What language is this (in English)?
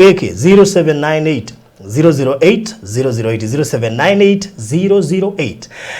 Kikuyu